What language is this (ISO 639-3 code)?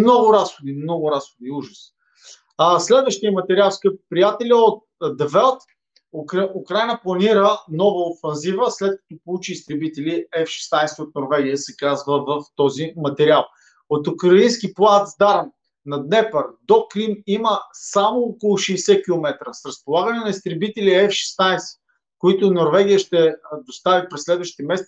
bul